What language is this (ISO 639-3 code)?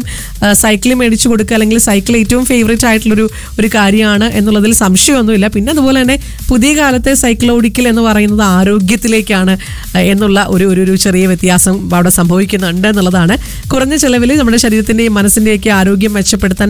mal